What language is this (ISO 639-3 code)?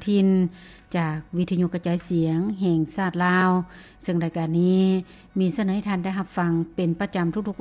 lao